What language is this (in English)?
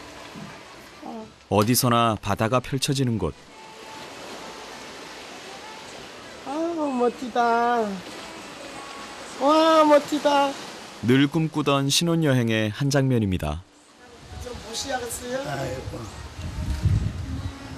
Korean